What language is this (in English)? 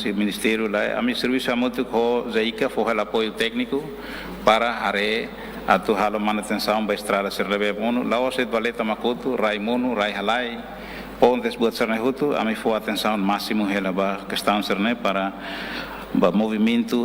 Tetum